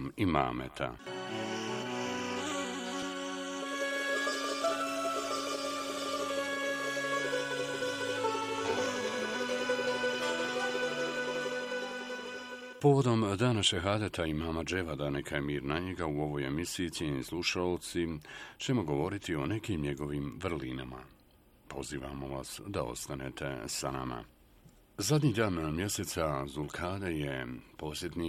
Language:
Bosnian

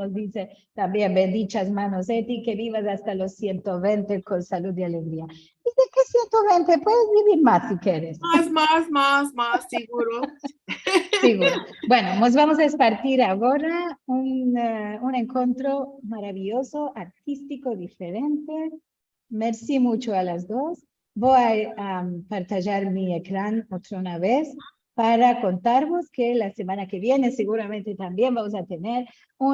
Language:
Ladino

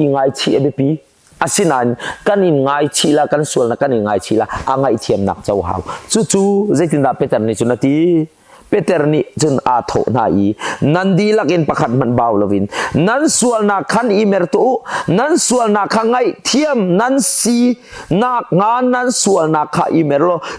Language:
Hakha Chin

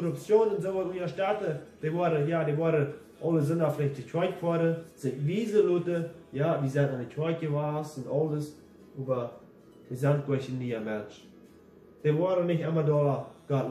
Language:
Plautdietsch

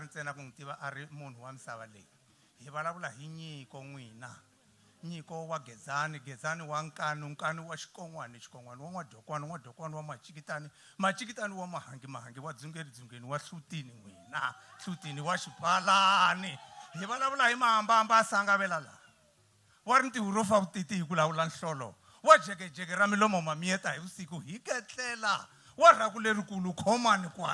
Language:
Tsonga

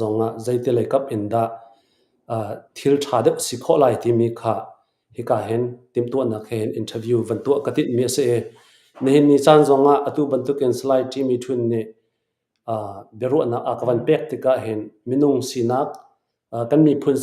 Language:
Hakha Chin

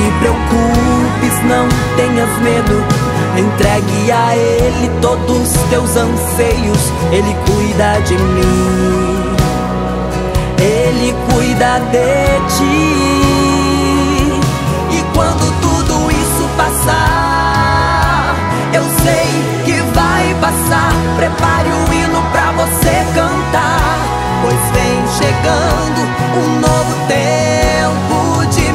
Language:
Portuguese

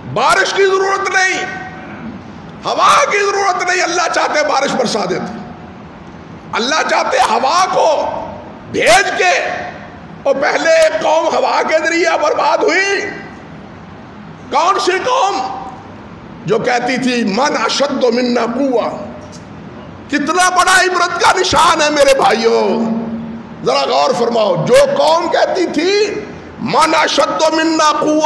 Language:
Urdu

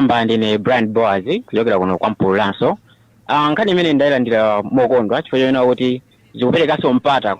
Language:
Nyanja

